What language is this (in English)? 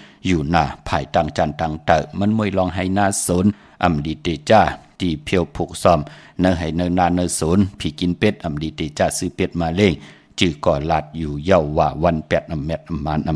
Shan